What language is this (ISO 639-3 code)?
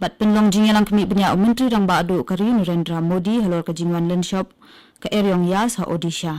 kha